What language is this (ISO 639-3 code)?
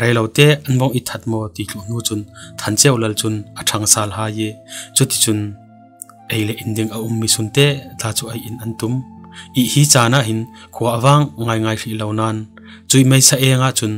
cfm